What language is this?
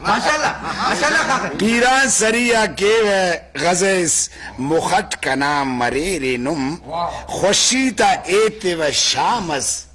Brahui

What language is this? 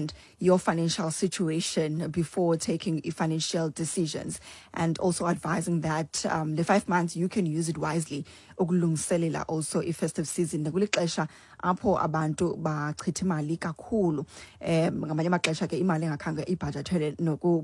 Xhosa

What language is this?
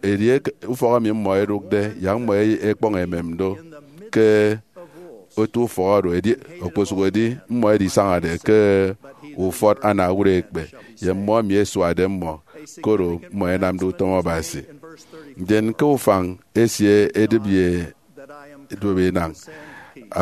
Efik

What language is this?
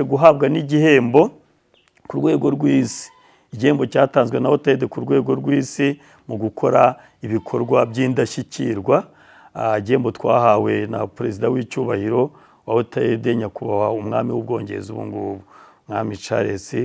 Kinyarwanda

